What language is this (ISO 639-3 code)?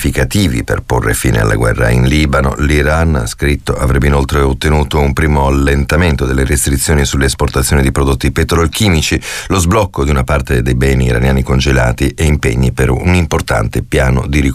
ita